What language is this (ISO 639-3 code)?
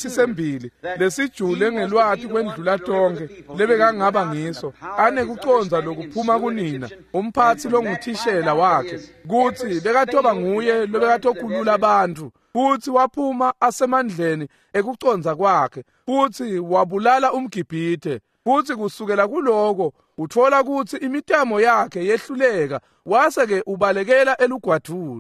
ssw